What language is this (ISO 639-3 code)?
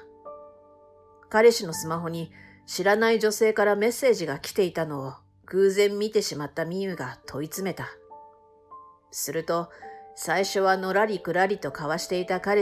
jpn